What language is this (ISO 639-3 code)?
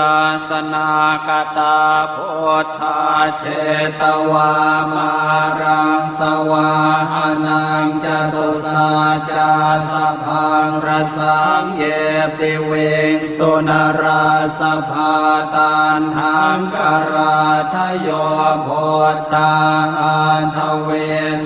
pli